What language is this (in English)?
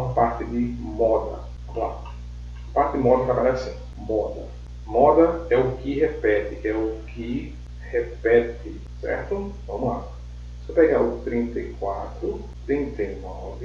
Portuguese